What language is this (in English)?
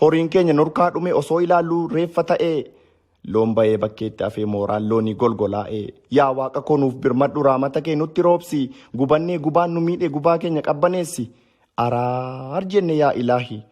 Oromo